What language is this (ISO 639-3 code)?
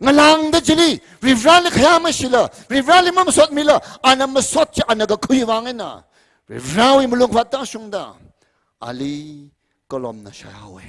nmf